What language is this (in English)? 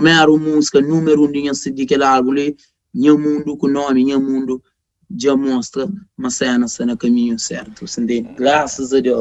Kabuverdianu